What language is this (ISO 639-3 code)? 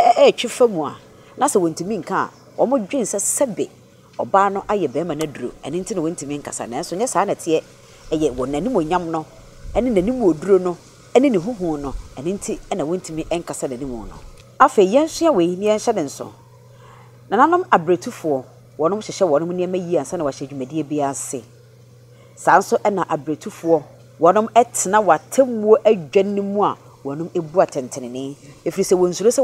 aka